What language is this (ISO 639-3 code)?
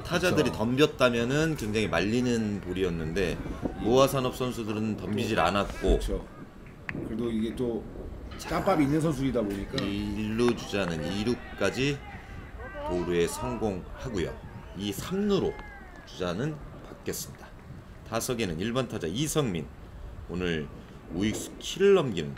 kor